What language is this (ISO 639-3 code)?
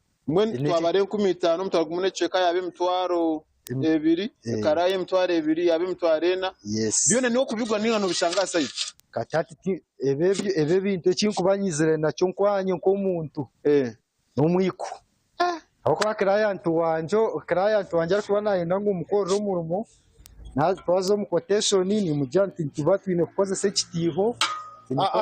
nyn